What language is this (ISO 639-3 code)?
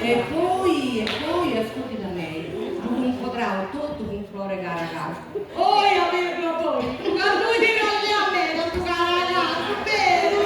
srd